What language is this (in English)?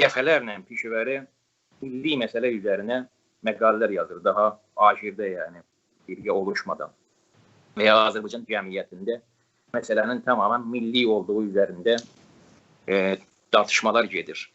South Azerbaijani